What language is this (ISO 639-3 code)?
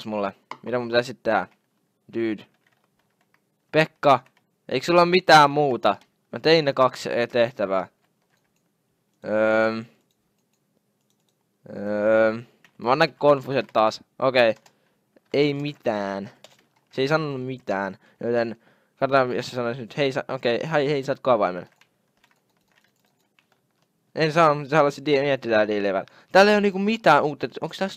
fin